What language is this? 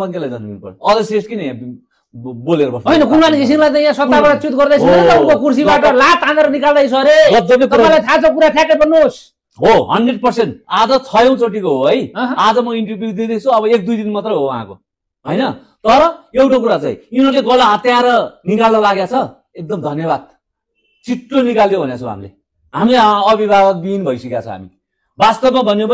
Nepali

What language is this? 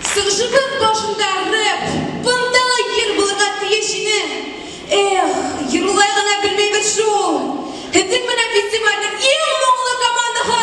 Bashkir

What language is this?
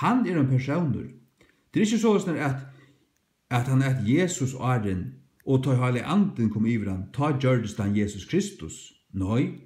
Faroese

